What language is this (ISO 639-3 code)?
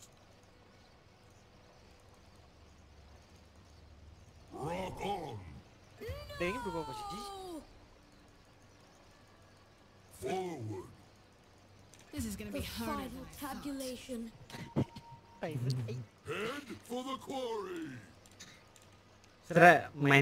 ind